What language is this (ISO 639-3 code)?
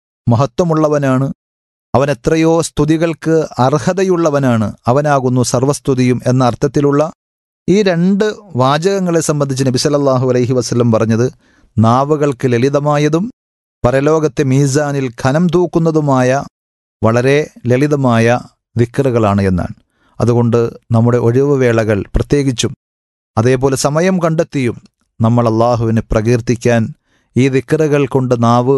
mal